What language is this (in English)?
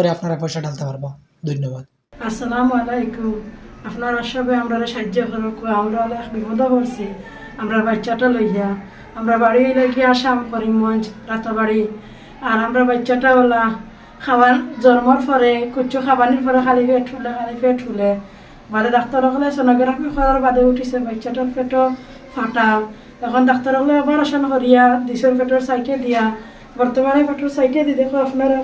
Sylheti